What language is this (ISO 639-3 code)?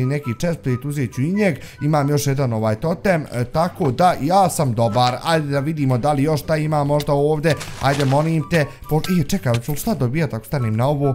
bos